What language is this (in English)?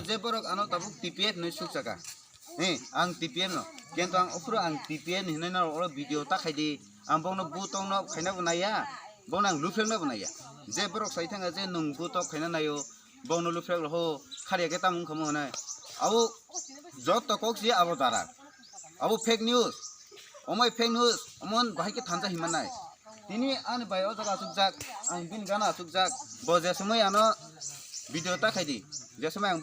Kok Borok